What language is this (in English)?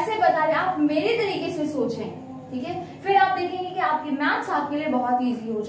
Hindi